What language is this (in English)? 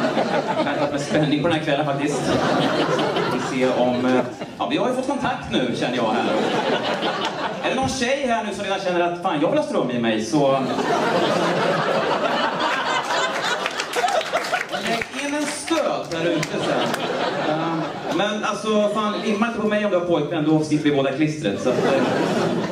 Swedish